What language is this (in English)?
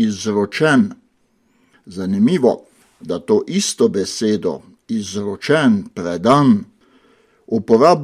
Slovenian